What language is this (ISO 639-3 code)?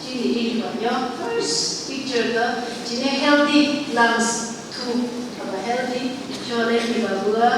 nph